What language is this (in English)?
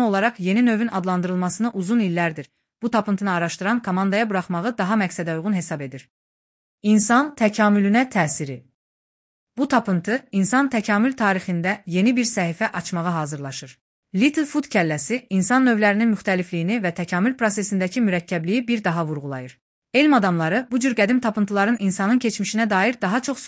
Azerbaijani